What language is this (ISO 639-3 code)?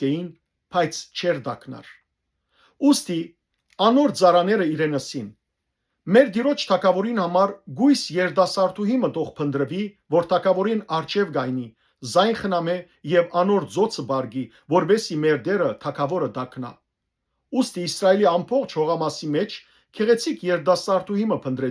hyw